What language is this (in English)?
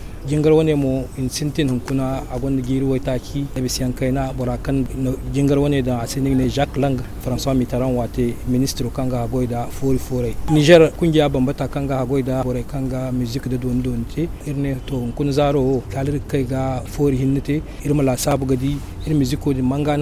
Zarma